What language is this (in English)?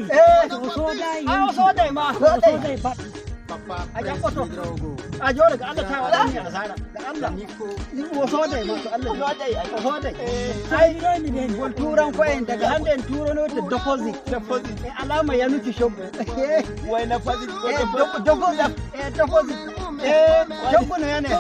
Nigerian Fulfulde